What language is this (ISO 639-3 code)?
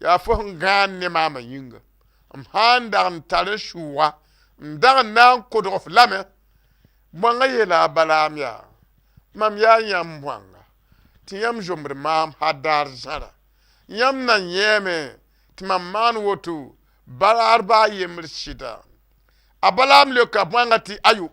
mos